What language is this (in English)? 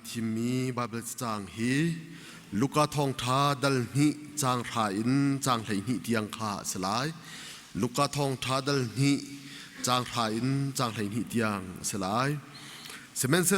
Hakha Chin